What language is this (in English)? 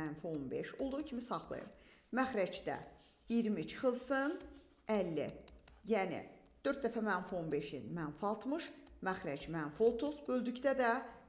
Azerbaijani